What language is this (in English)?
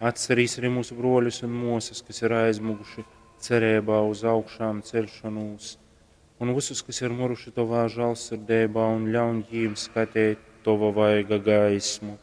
Latgalian